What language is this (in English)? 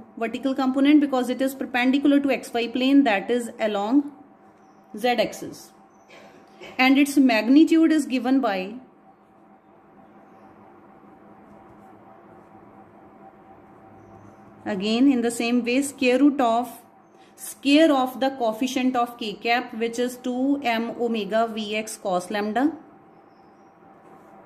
English